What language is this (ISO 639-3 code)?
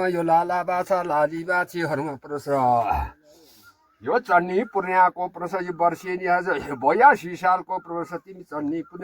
nep